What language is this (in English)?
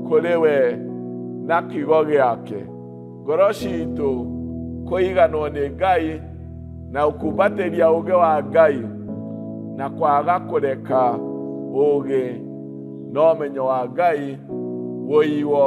Kikuyu